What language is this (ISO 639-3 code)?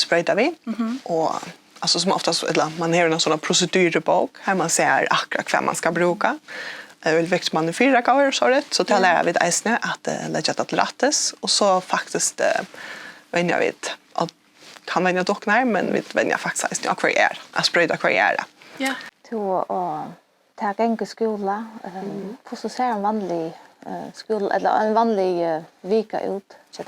fao